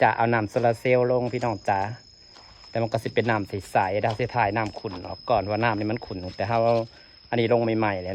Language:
Northeastern Thai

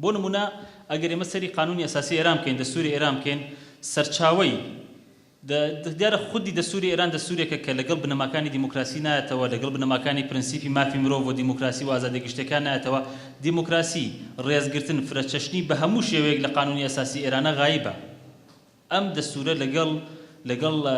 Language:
Central Kurdish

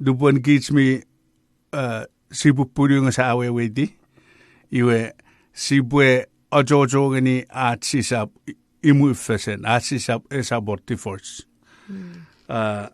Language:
Chuukese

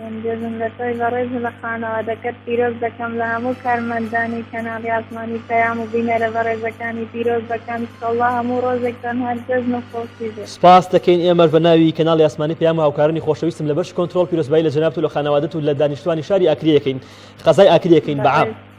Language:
Central Kurdish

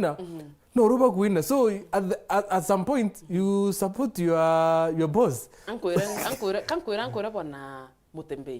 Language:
Meru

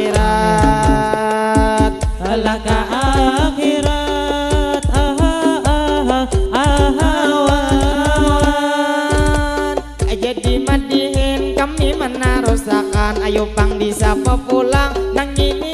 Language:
Banjar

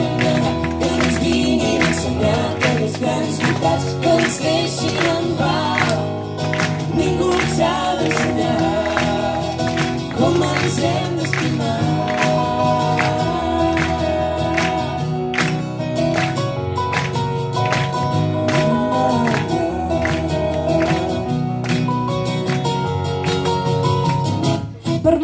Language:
Catalan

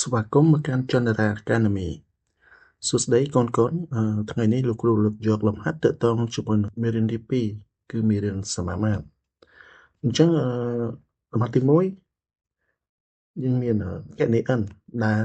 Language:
Khmer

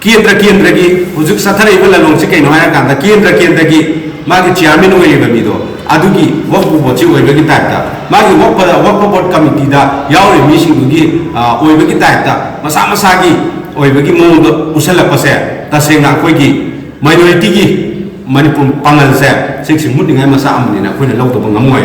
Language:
Manipuri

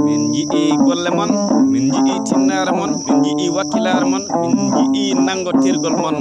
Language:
Fula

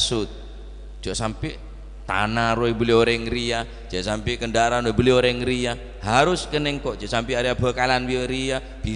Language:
Madurese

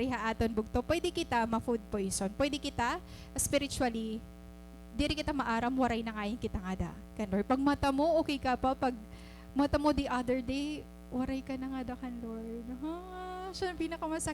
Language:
Waray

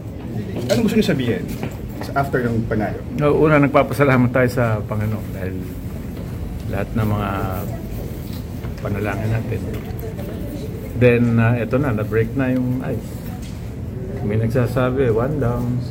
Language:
Filipino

